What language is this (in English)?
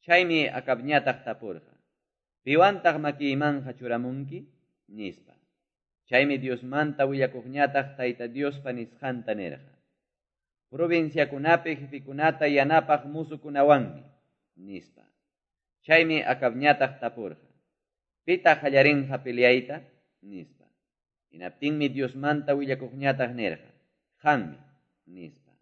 Quechua